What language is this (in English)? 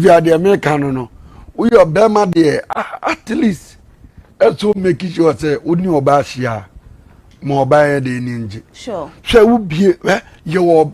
Akan